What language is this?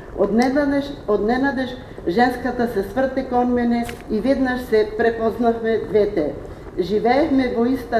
Macedonian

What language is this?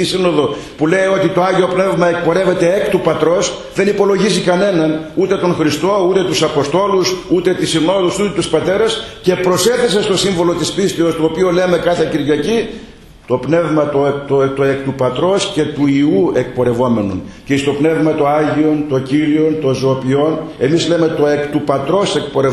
Greek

